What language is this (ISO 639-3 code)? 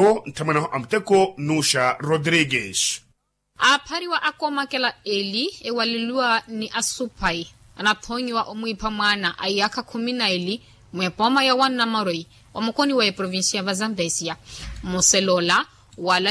vmw